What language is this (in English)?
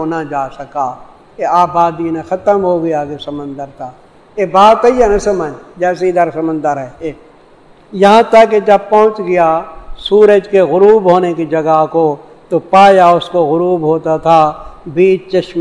Urdu